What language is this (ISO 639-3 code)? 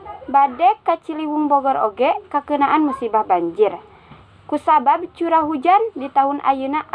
sun